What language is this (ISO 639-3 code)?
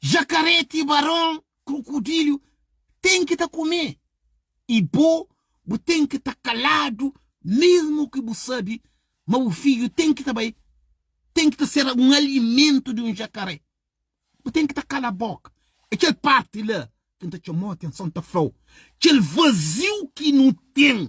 kea